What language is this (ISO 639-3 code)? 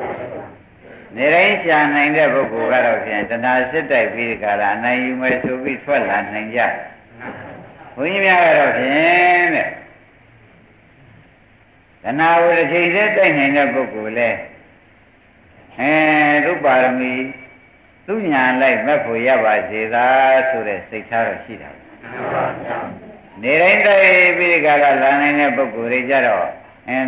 mya